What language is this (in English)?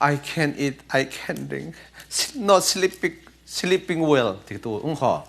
Falam Chin